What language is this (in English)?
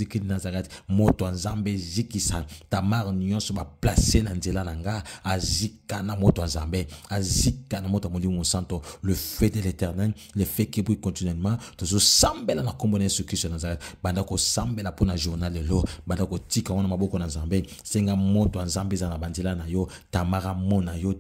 Lingala